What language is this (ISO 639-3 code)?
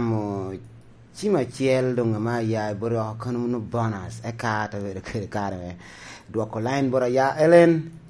laj